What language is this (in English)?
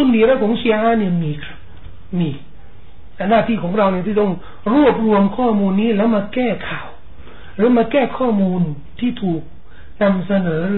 Thai